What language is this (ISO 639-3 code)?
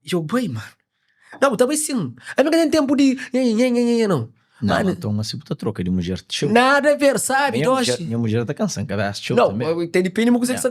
kea